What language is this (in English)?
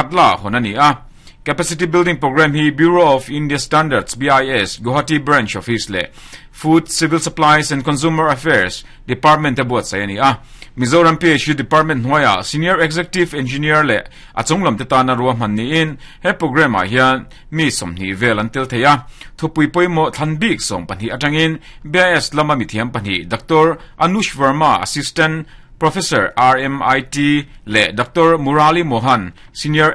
Mizo